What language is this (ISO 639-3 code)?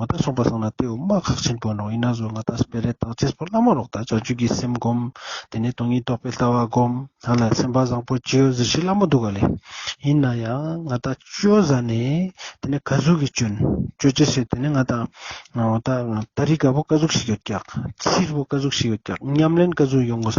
lbj